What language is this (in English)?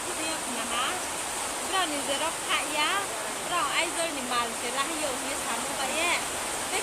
Riang (India)